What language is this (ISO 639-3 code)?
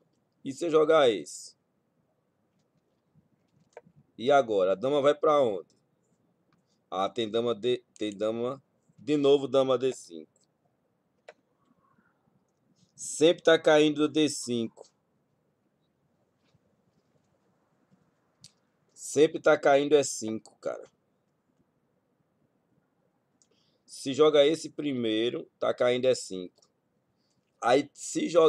por